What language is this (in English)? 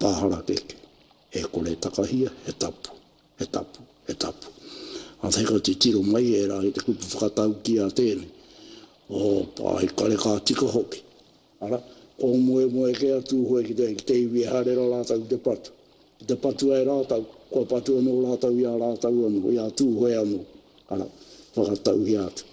Māori